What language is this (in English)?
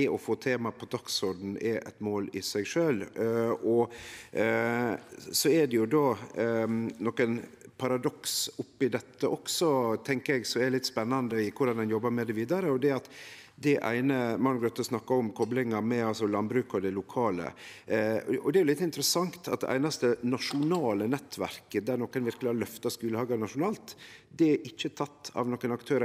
Norwegian